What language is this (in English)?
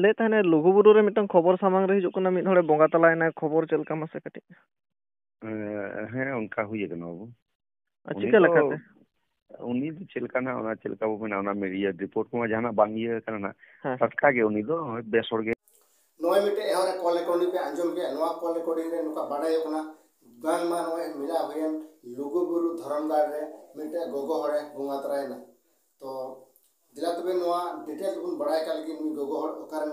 Santali